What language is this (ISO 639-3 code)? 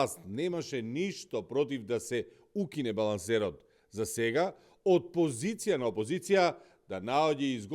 mkd